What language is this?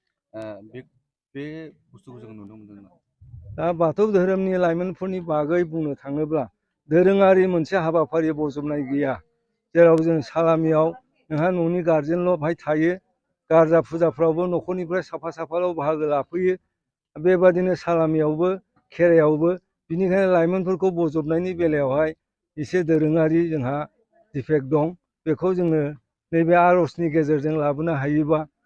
Bodo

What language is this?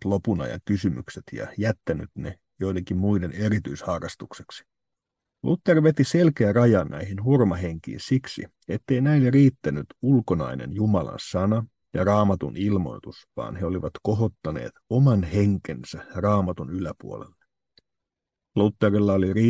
Finnish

